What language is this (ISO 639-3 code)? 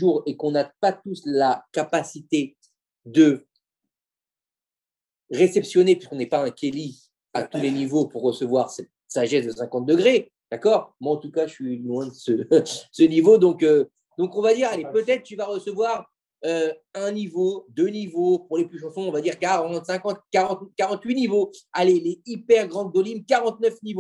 fra